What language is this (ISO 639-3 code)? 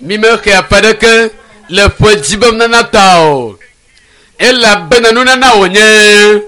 ewe